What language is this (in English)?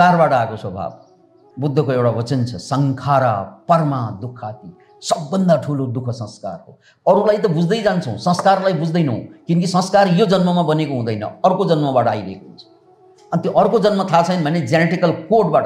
Nepali